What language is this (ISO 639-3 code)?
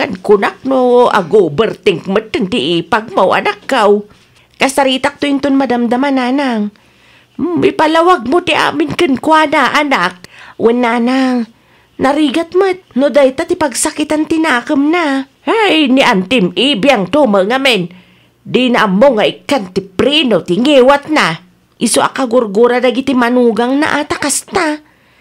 ilo